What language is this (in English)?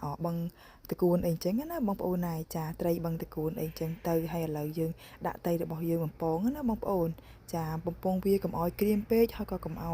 Khmer